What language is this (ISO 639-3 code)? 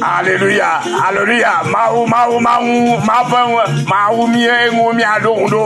ewe